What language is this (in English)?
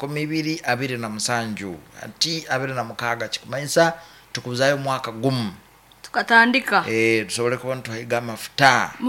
Nyoro